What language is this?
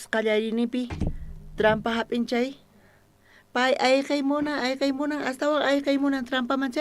South Bolivian Quechua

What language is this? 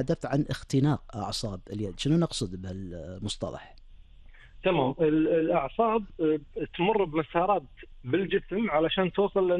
Gulf Arabic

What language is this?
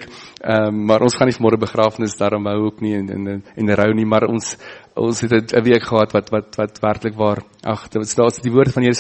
Afrikaans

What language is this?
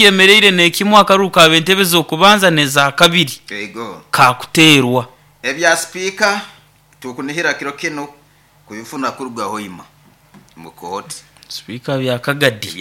Nyoro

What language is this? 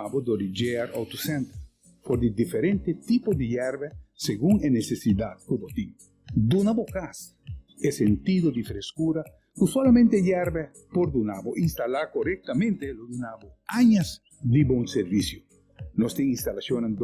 Papiamento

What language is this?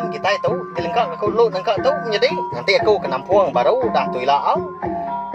Iban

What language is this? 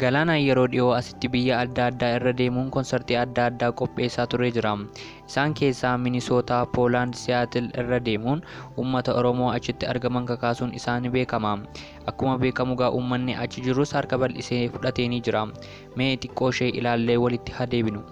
Oromo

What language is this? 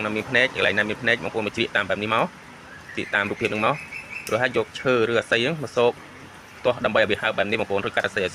Khmer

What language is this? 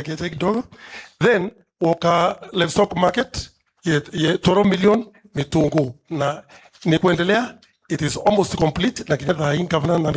Meru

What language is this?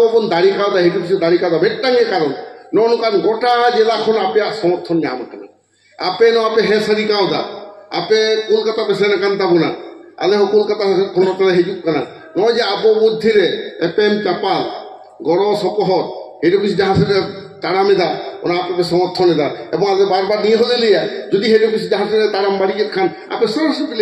Santali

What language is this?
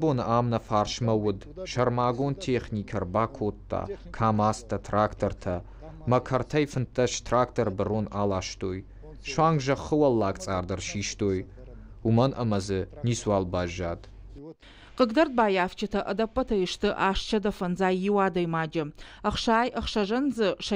Ossetic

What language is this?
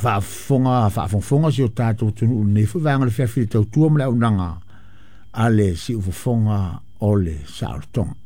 Samoan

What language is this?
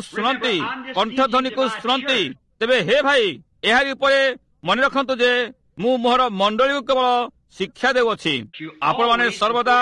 Odia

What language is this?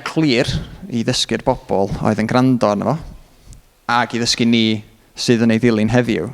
Welsh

